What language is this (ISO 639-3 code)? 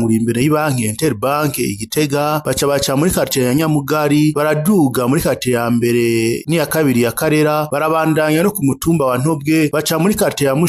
run